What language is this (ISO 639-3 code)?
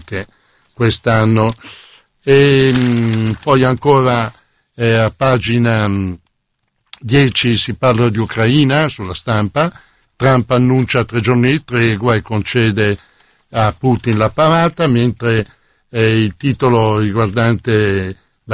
ita